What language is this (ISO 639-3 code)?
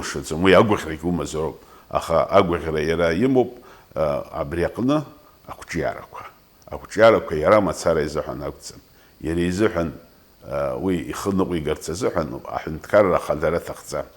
abk